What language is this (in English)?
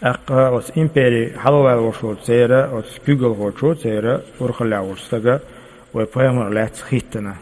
Chechen